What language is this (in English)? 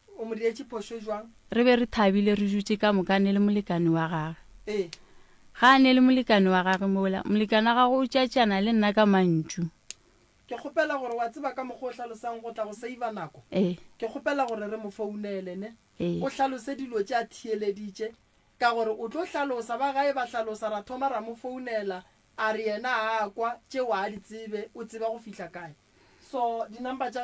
Northern Sotho